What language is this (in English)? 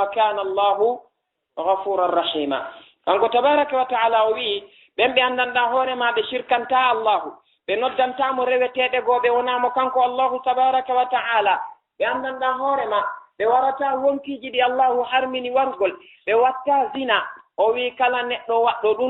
Fula